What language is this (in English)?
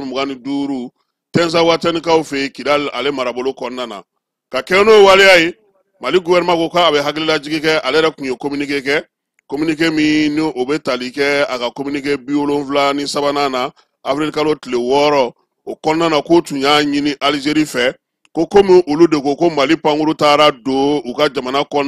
Bambara